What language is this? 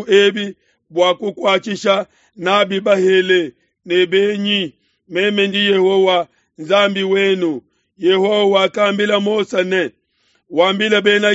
Luba-Lulua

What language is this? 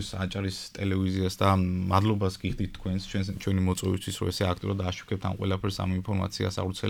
Georgian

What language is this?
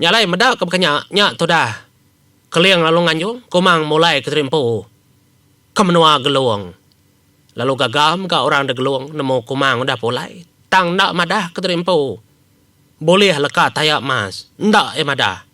Iban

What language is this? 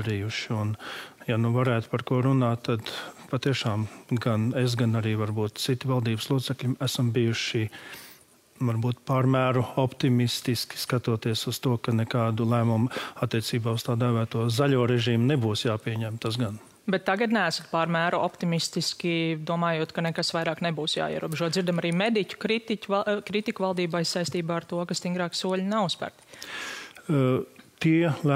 Latvian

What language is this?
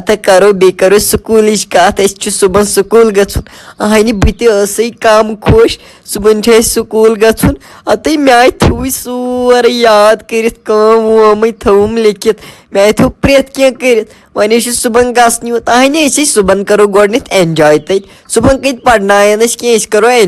Kashmiri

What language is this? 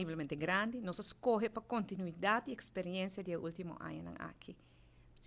Papiamento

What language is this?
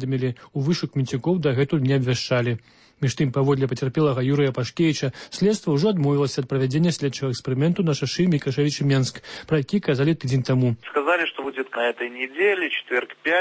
Belarusian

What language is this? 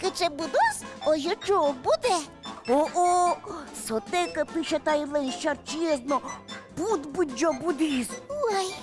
Udmurt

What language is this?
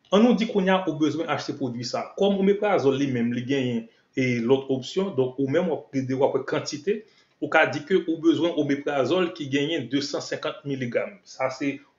Haitian Creole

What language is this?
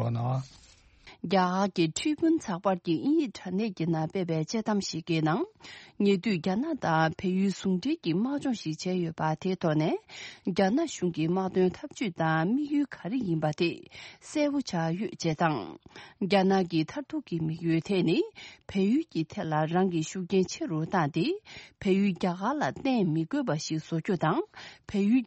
Tibetan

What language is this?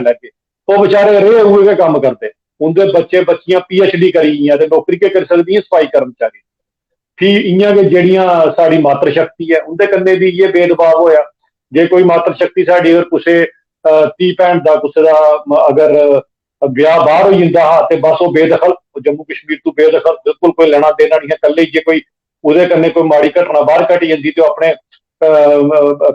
Dogri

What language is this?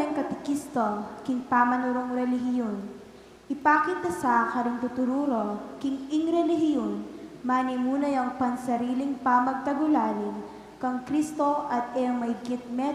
Pampanga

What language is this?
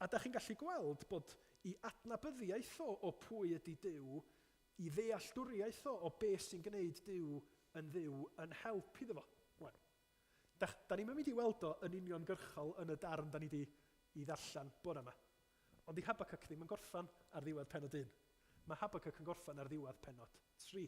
Welsh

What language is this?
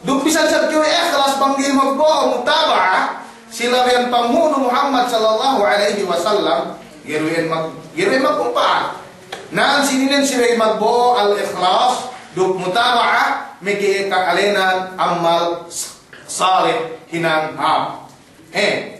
Yakan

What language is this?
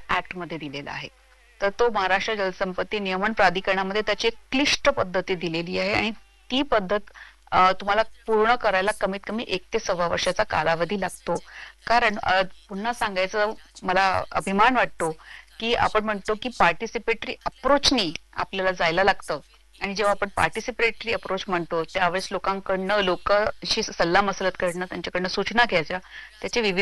Marathi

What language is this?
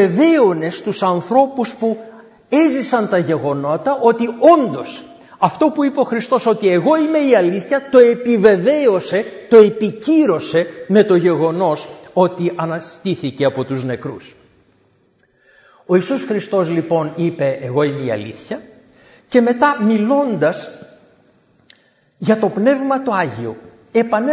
Greek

